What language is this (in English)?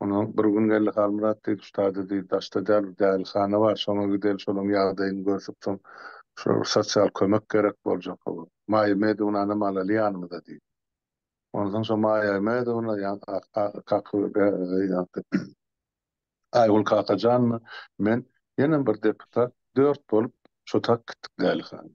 Turkmen